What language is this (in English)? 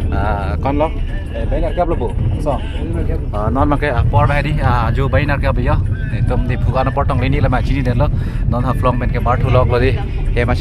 Karbi